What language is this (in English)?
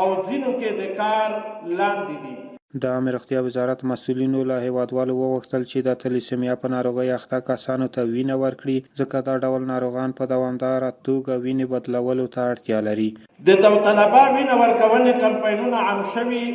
Pashto